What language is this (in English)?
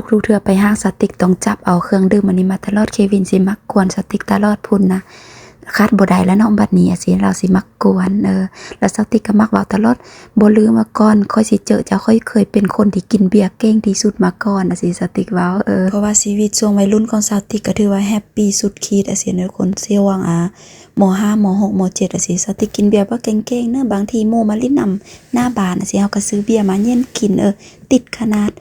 Lao